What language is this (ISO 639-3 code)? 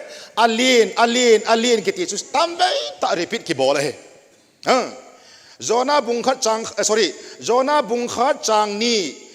tcz